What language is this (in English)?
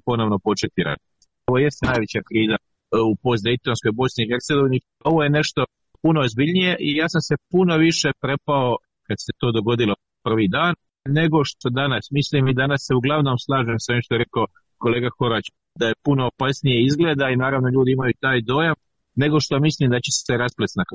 Croatian